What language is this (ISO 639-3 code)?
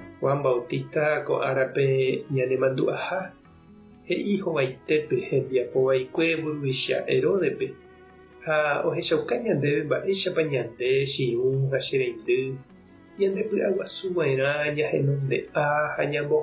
grn